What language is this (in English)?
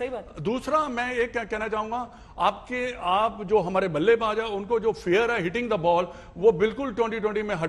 Hindi